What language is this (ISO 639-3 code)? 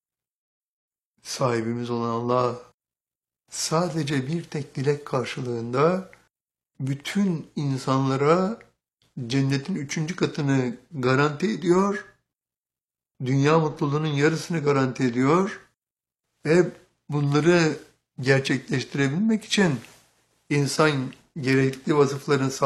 tur